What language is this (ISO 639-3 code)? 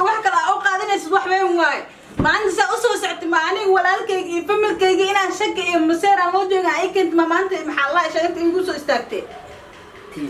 som